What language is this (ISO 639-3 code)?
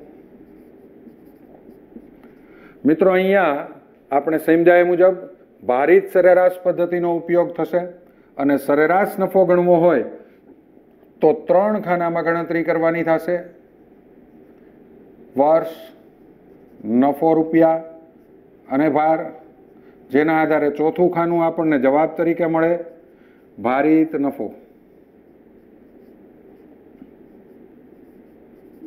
guj